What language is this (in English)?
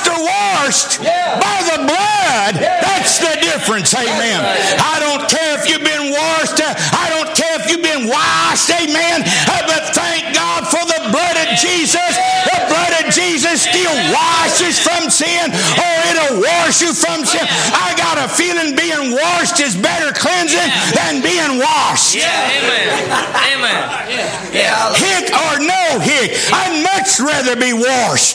English